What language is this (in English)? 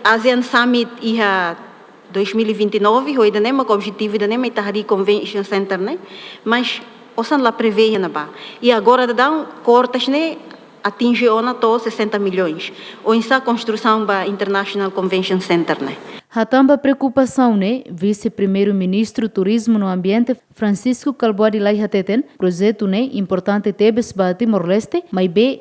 Tetum